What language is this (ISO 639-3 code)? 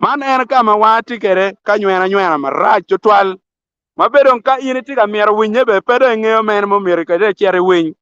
ach